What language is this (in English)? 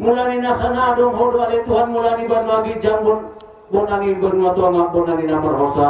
Batak Toba